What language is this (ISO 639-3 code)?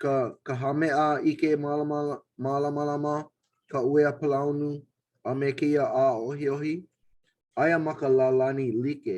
haw